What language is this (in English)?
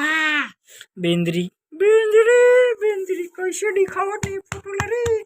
Chhattisgarhi